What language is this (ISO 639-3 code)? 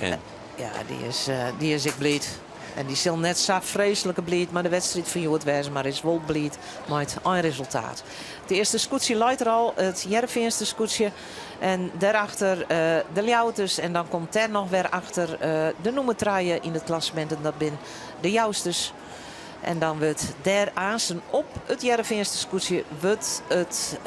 fry